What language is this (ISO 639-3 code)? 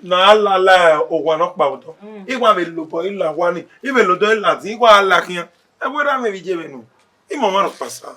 bin